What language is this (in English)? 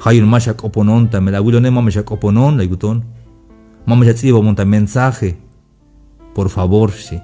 Tzeltal